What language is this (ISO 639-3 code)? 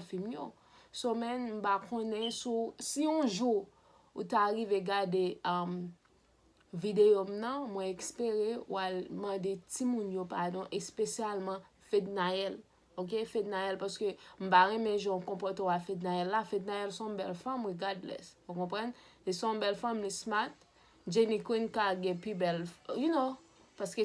hat